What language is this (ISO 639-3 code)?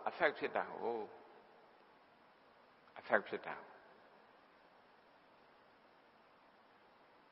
mya